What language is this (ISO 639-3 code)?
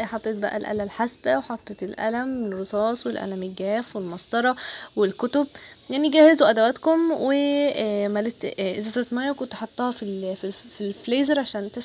arz